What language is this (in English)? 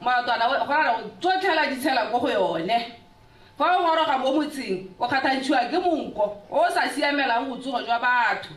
Tswana